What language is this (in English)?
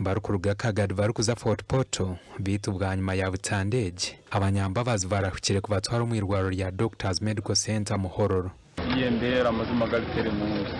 Nyankole